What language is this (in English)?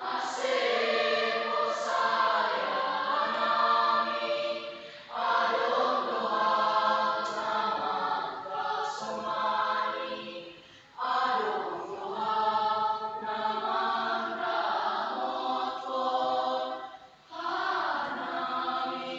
Batak Simalungun